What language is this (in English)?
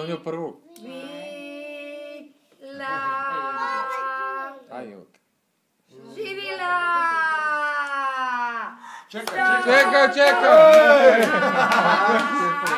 Croatian